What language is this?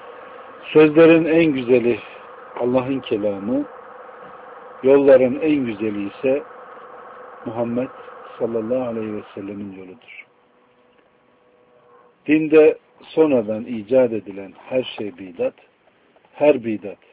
Turkish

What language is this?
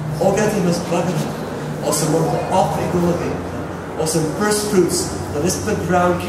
Tok Pisin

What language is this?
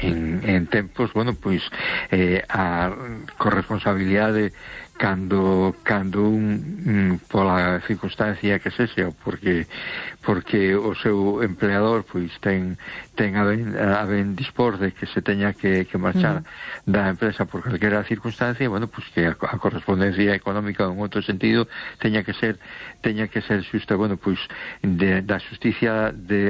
Galician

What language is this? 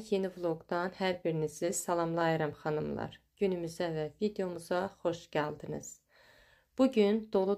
Azerbaijani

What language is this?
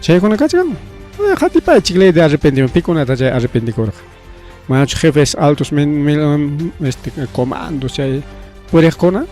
Ayacucho Quechua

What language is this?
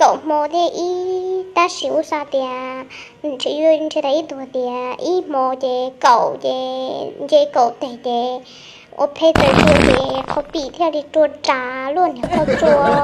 Hmong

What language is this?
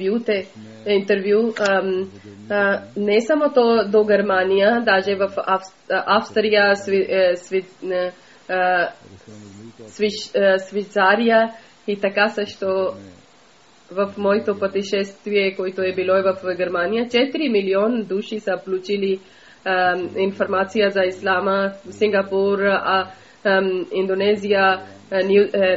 Bulgarian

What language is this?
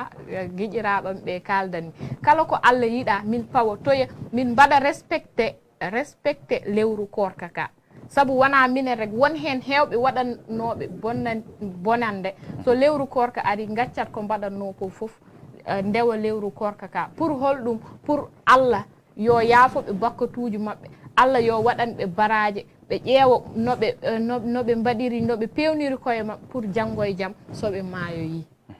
Fula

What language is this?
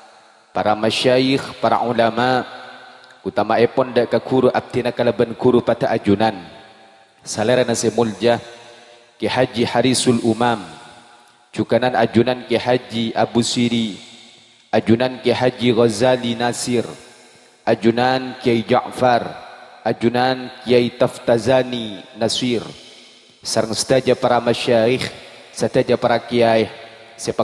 Madurese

